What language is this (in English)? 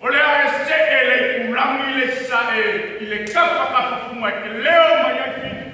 Samoan